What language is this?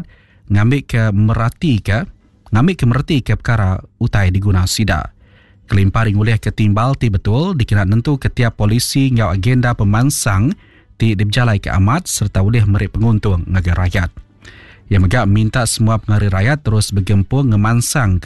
Iban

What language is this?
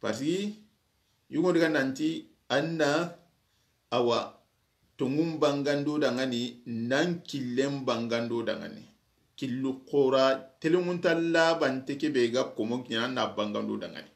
Soninke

